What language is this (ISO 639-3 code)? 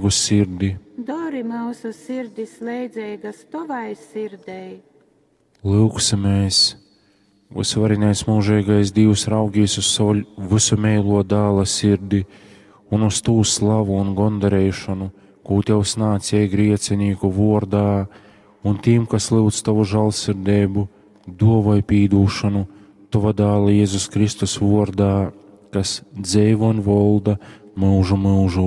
ltg